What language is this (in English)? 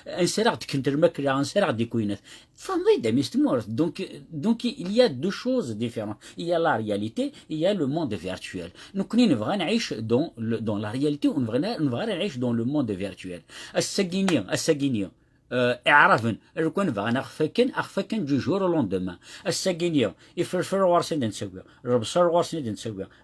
Kabyle